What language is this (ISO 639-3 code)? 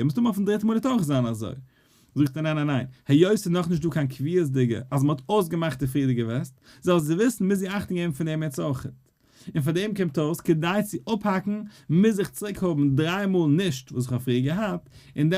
yid